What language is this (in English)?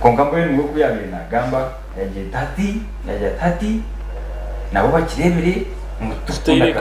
Nyankole